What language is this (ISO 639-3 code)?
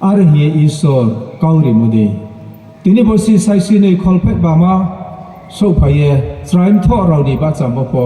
ria